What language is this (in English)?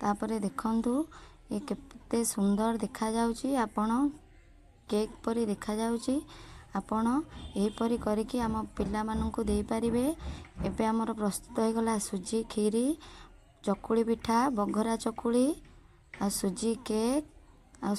Odia